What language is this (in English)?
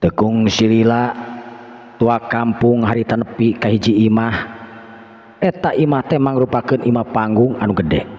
Sundanese